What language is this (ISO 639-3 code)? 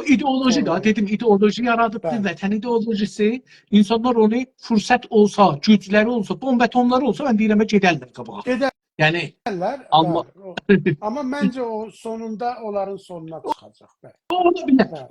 azb